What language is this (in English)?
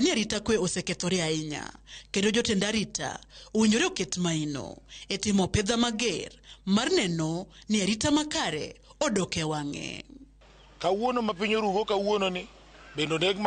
Luo (Kenya and Tanzania)